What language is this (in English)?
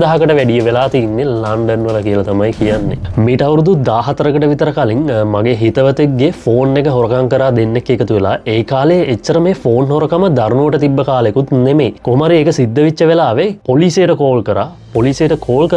Sinhala